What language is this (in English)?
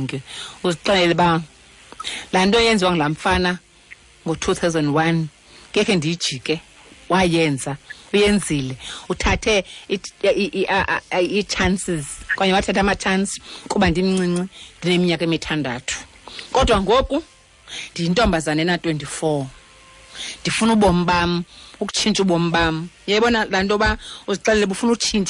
Xhosa